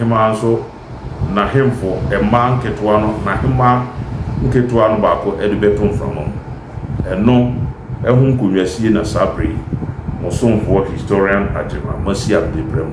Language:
Akan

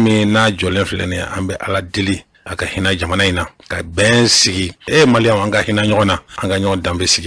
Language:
Bambara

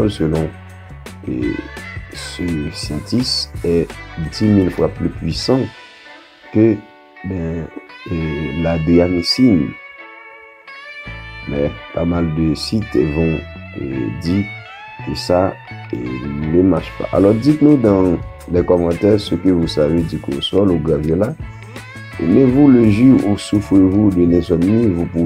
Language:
French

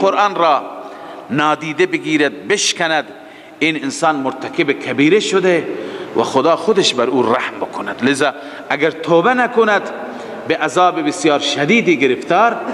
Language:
Persian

